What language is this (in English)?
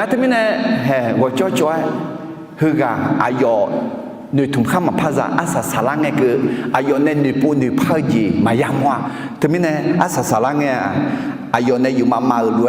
Akha